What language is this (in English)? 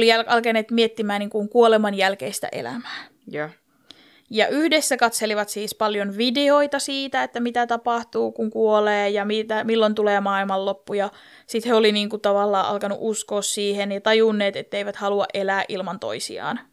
Finnish